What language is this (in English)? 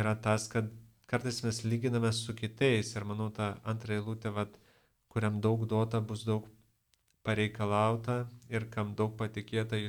Lithuanian